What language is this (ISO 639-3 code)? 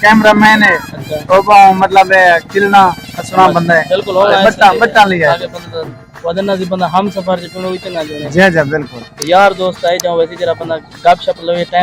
skr